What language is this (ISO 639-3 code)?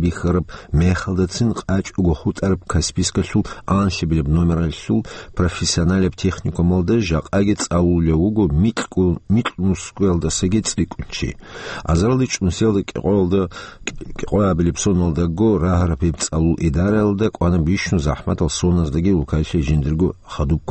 ava